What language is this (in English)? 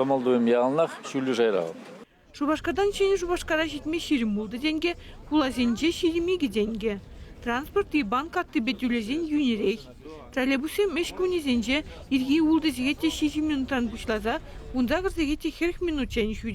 Chuvash